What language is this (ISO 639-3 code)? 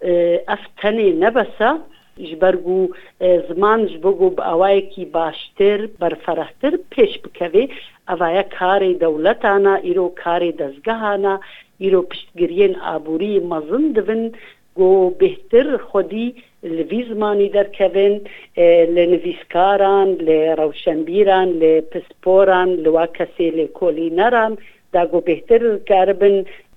kur